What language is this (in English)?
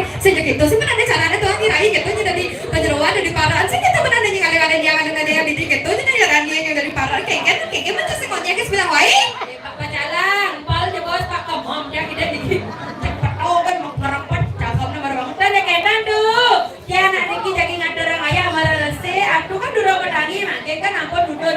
Balinese